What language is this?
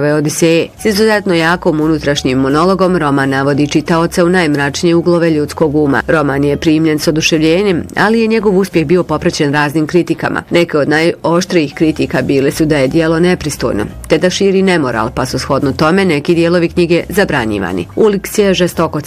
Bosnian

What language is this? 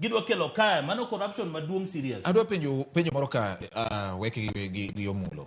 Luo (Kenya and Tanzania)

